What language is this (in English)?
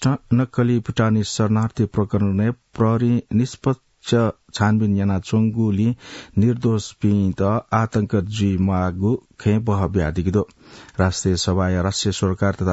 Newari